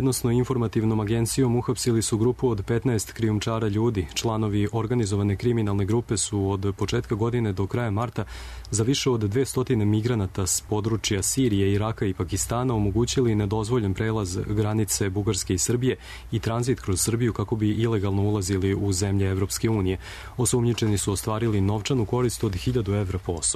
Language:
Serbian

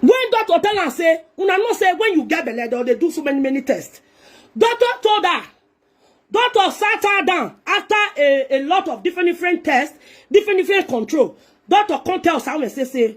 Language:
Nigerian Pidgin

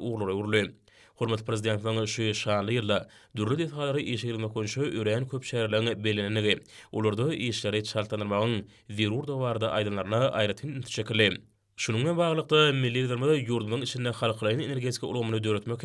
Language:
Turkmen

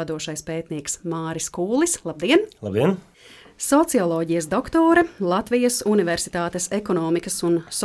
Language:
Latvian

